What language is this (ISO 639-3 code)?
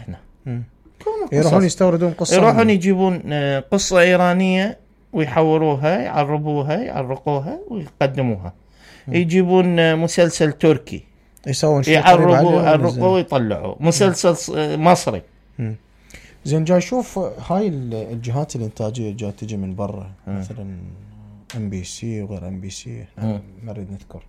acm